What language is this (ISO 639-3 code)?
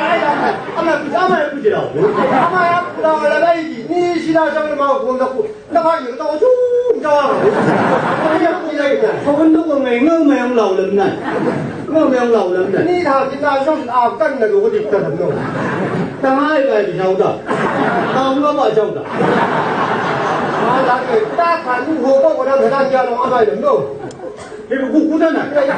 nbc